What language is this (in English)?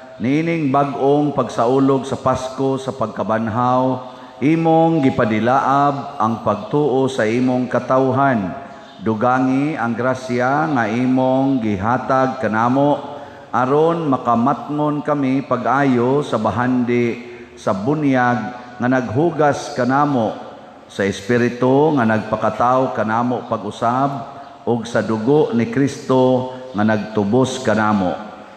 Cebuano